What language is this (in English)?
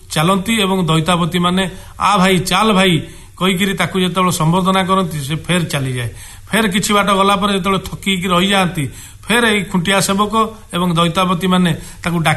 Odia